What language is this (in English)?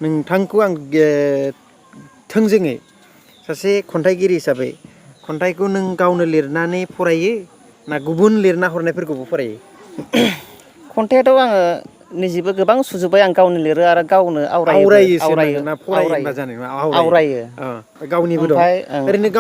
Bodo